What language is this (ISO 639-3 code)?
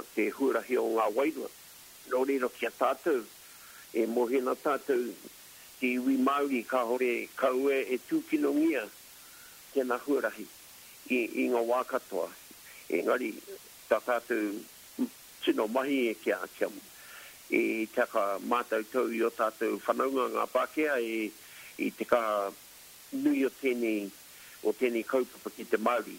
mri